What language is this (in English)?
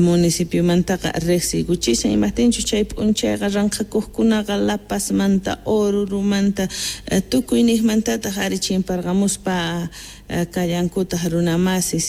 South Bolivian Quechua